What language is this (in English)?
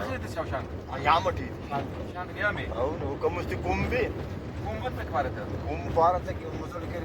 Brahui